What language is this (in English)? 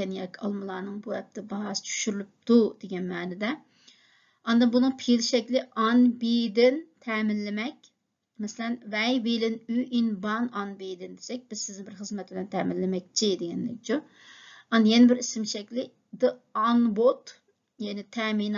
Uyghur